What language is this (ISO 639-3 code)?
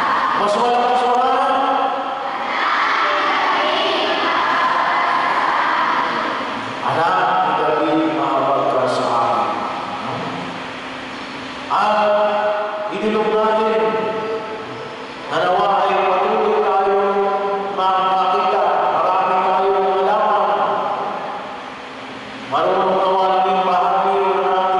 fil